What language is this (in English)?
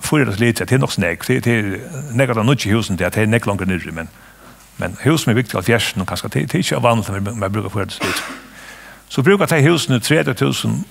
Faroese